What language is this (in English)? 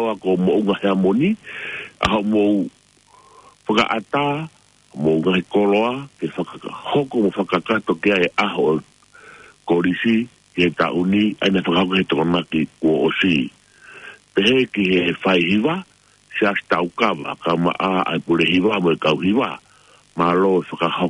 Tongan